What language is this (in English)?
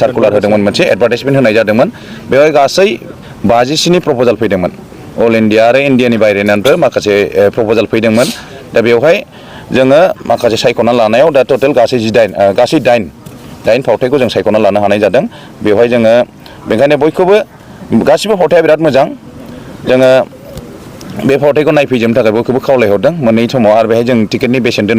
Bodo